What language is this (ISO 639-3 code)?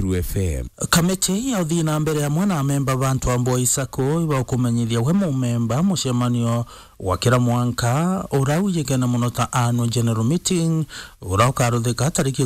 mer